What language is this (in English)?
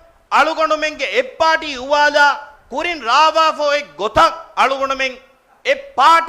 Divehi